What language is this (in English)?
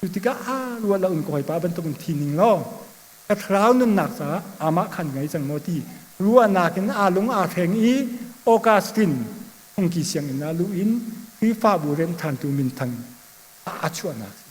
Hakha Chin